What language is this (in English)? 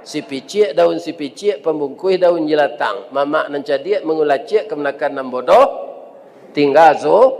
Minangkabau